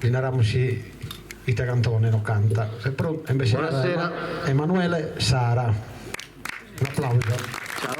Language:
Sardinian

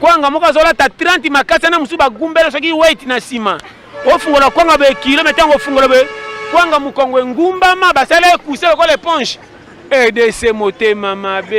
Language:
Lingala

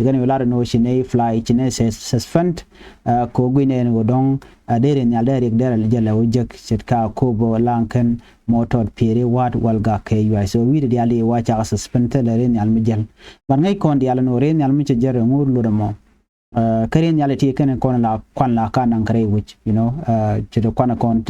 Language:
Nuer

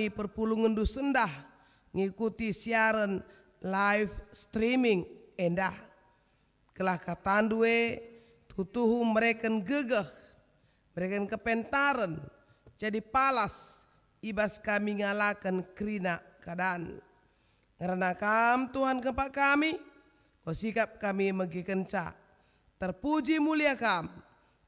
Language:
Batak Karo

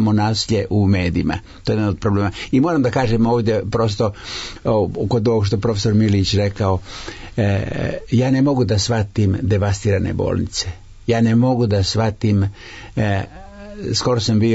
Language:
Serbian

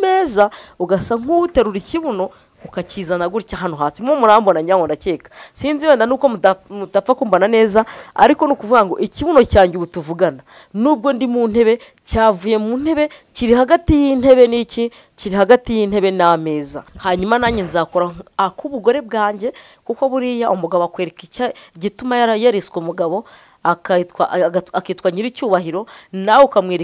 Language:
Kinyarwanda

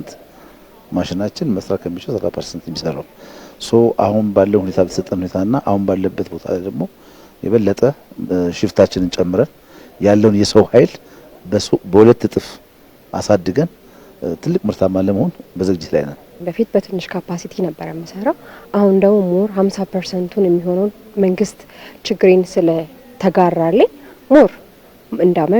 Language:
Amharic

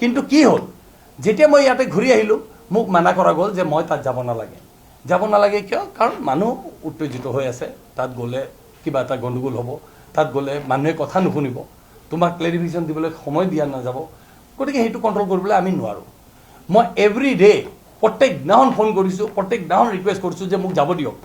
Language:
Assamese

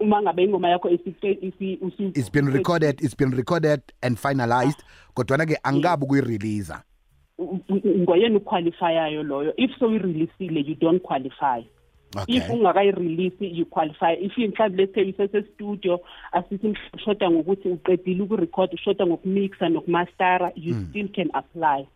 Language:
South Ndebele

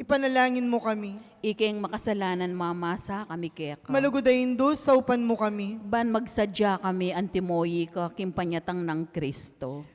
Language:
Pampanga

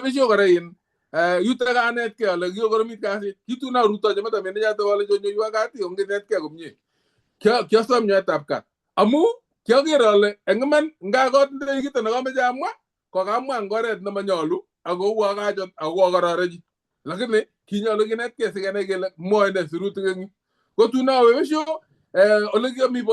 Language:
Kalenjin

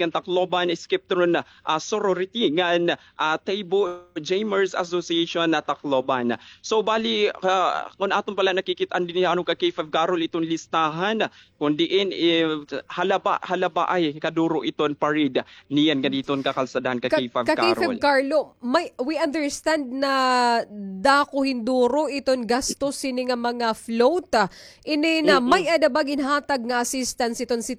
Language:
Waray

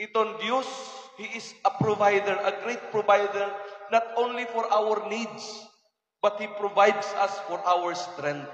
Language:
Waray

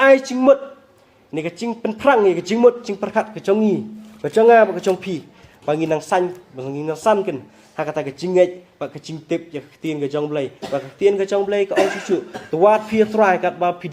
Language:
Khasi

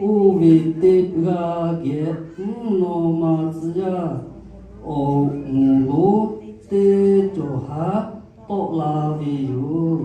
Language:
Lahu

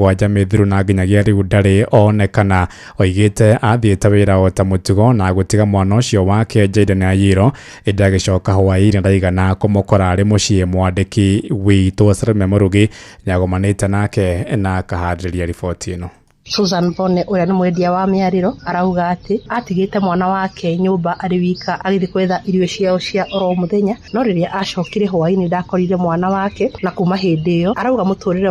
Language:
Kikuyu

